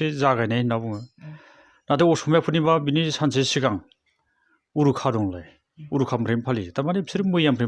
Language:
Bodo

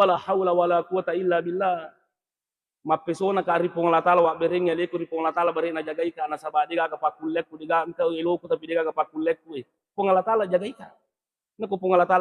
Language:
Buginese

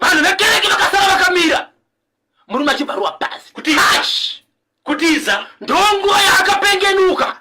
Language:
Shona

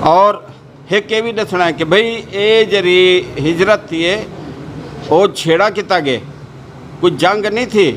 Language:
Saraiki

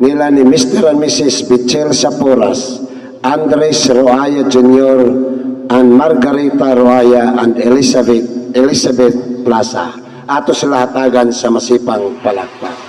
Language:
Cebuano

